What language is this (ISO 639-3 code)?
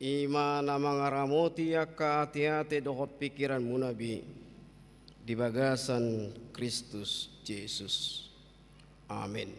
bbc